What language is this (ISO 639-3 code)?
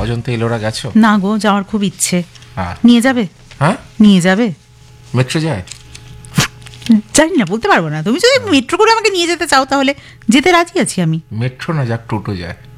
ben